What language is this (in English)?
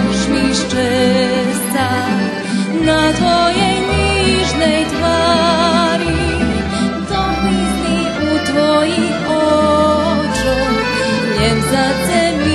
Rusyn